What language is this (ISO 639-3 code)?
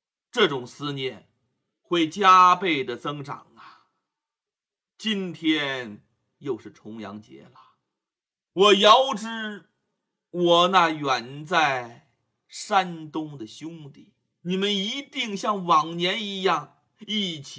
zho